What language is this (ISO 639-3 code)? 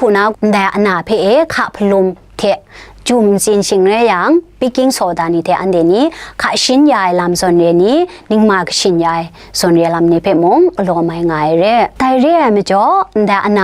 kac